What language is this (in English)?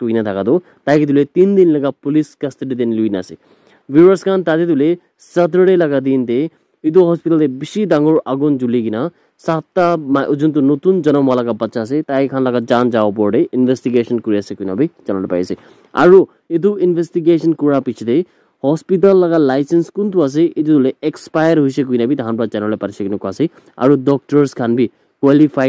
Naga Pidgin